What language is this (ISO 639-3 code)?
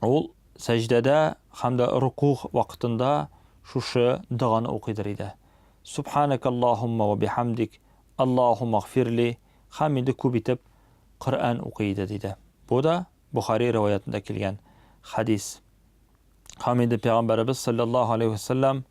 tat